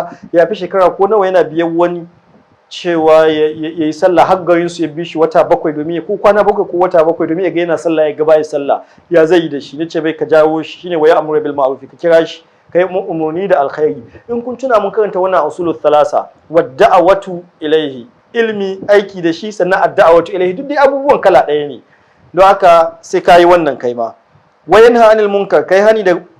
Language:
Hausa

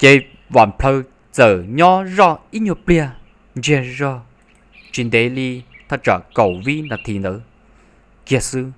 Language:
Hmong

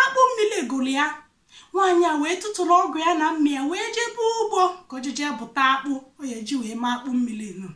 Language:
Igbo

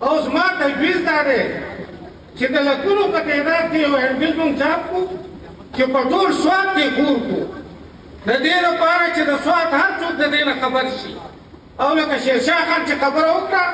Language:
Pashto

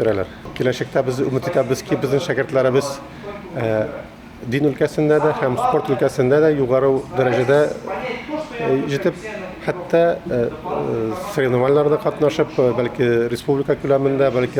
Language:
Bashkir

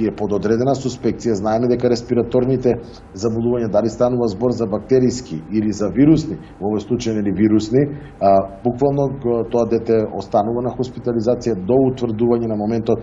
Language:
Macedonian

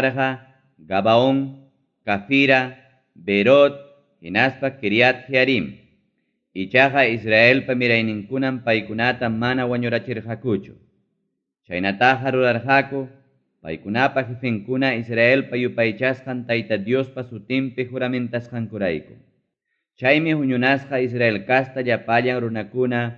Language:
Ayacucho Quechua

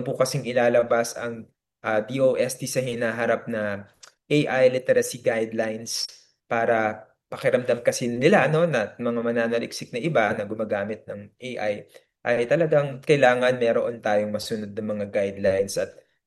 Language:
Filipino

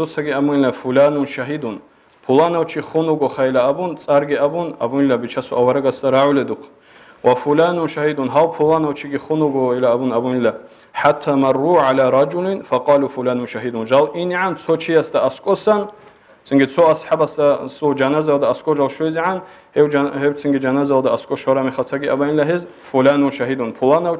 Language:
Avaric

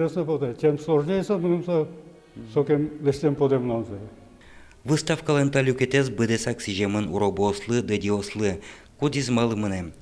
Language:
Udmurt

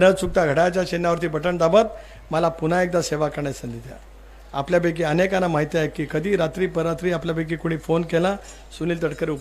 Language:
Marathi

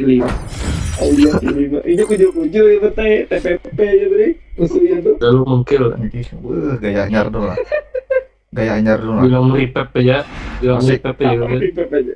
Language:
Banjar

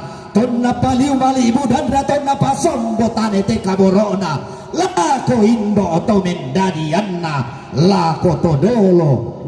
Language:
Toraja-Sa'dan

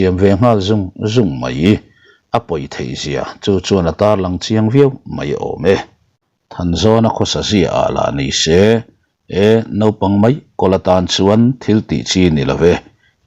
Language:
Mizo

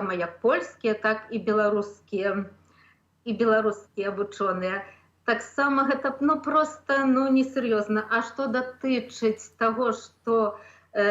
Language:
Belarusian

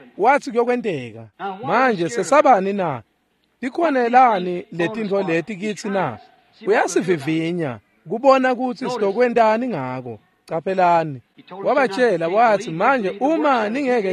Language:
Swati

